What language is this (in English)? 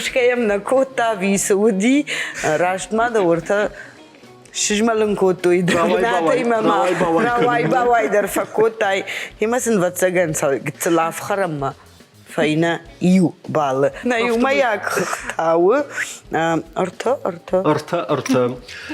Ossetic